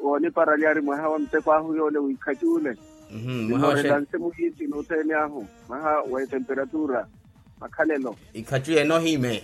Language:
Makhuwa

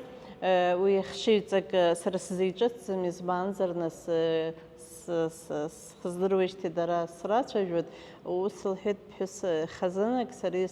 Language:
Abkhazian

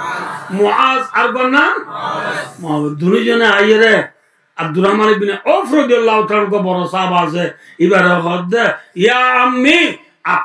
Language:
Rohingya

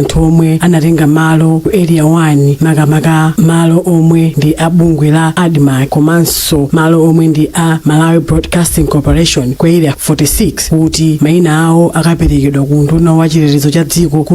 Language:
Nyanja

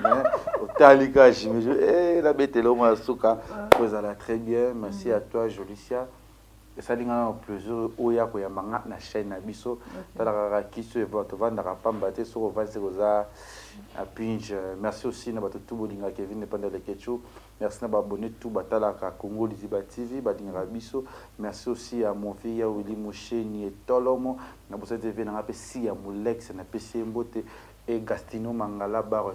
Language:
Lingala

